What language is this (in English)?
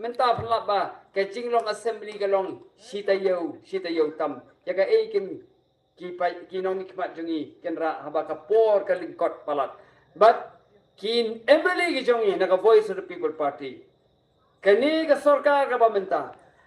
Khasi